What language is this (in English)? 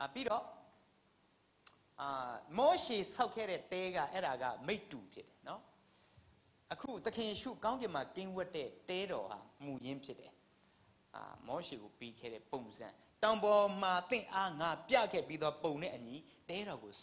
Burmese